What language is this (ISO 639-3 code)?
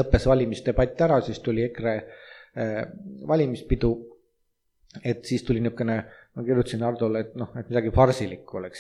est